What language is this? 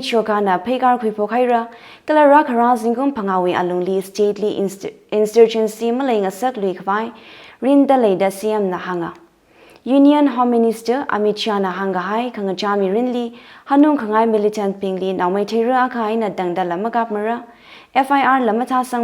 Tangkhul Naga (India)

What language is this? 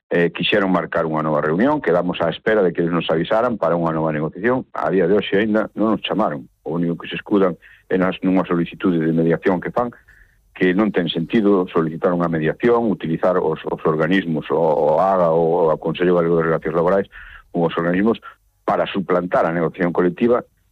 Galician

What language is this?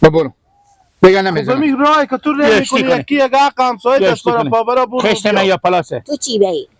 Hazaragi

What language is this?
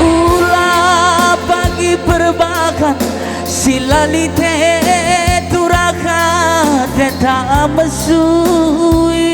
Batak Karo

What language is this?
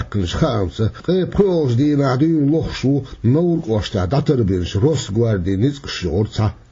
Chechen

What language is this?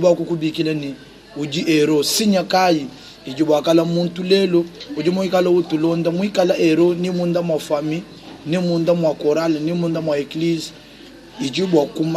Luba-Lulua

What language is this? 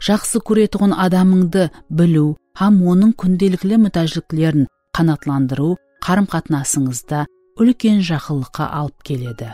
Kara-Kalpak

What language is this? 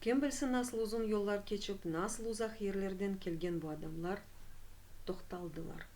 Crimean Tatar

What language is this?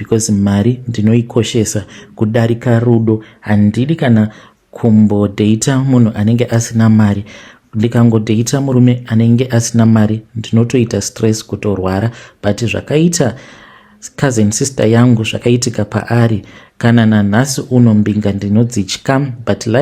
Shona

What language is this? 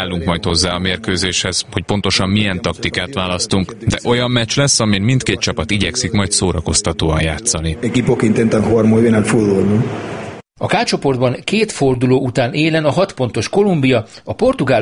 Hungarian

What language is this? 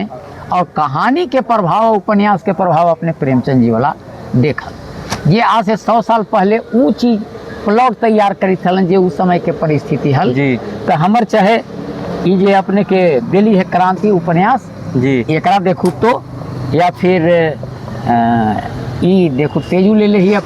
Magahi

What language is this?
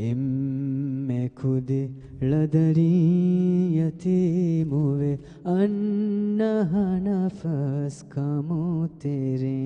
Divehi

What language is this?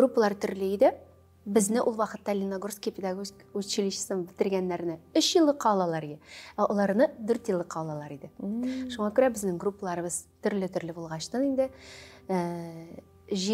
Tatar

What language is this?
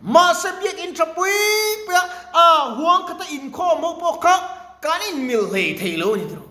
Mizo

